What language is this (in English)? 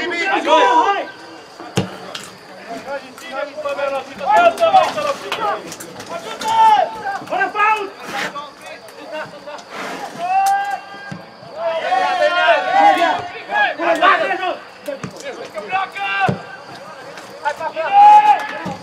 Romanian